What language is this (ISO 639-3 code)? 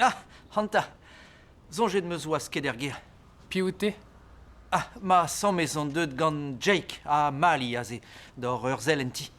bre